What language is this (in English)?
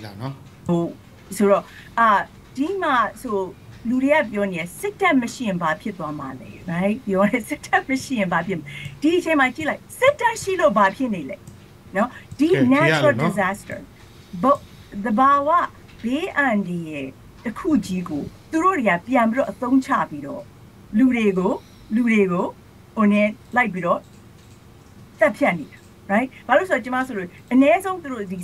Burmese